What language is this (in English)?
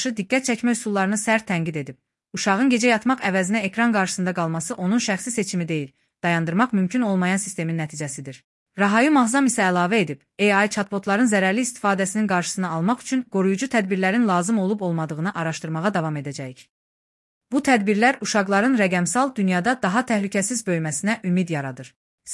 Azerbaijani